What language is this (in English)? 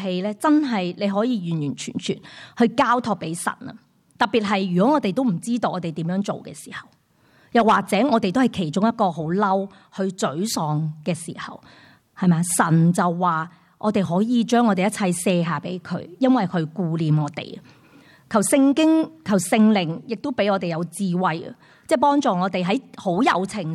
Cantonese